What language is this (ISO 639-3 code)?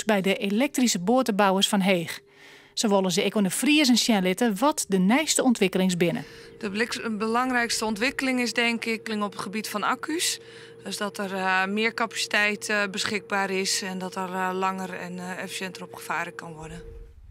fry